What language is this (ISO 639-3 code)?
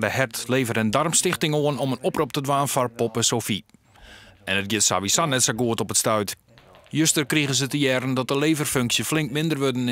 fry